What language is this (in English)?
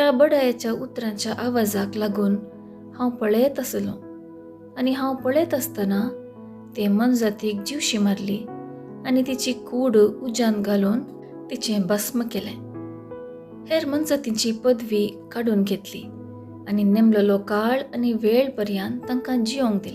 Konkani